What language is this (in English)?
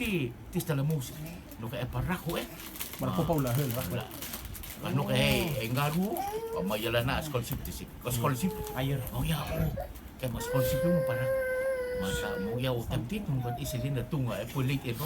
Rotuman